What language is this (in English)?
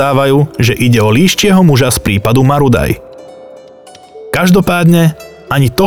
Slovak